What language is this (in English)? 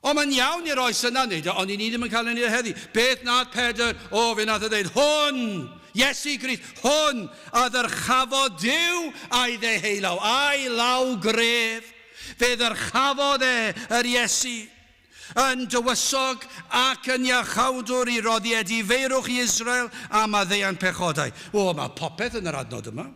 Welsh